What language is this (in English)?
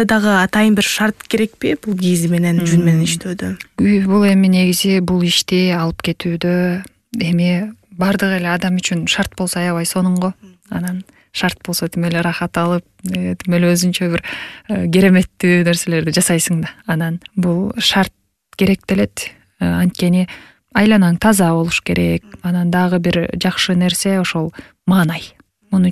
Kyrgyz